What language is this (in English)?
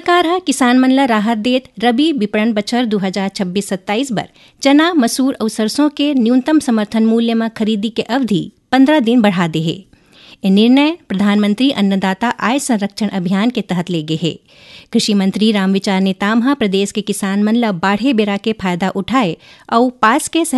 Chhattisgarhi